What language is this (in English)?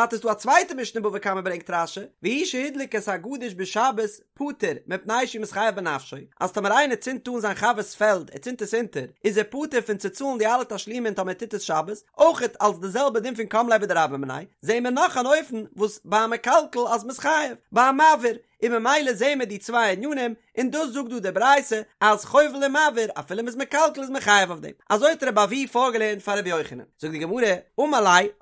Yiddish